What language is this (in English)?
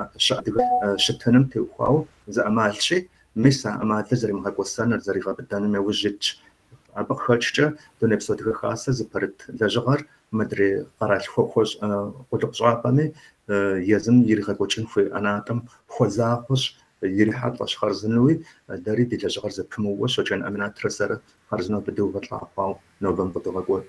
Kabardian